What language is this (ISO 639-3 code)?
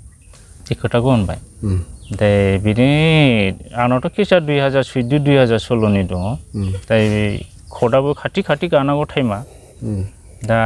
brx